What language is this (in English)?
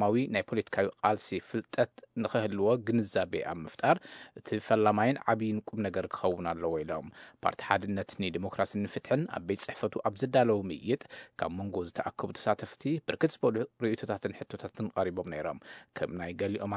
Tigrinya